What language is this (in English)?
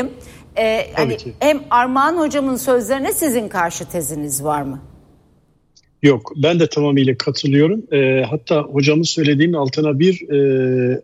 Turkish